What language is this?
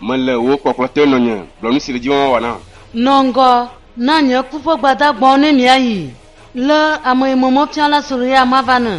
Ewe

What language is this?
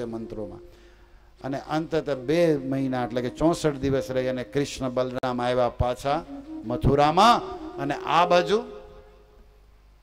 Gujarati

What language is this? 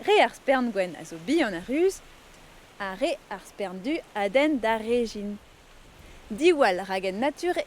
Breton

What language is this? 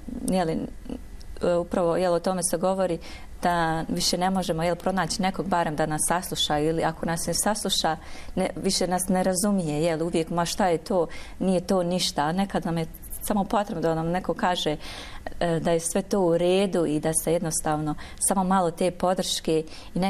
Bosnian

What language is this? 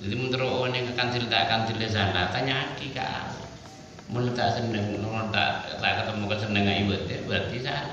Madurese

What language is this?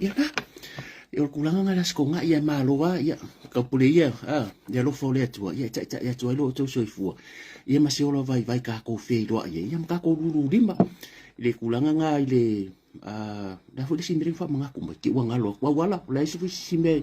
Samoan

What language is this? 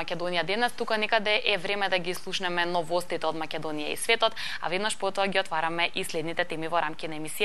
Macedonian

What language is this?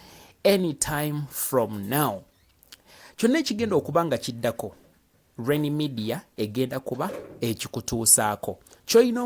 Ganda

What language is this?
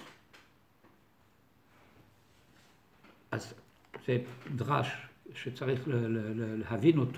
Hebrew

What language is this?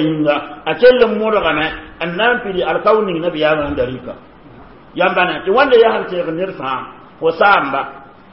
Mossi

